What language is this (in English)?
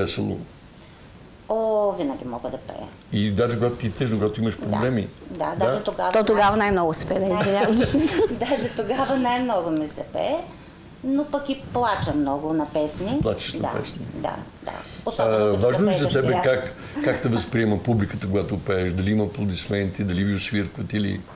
Bulgarian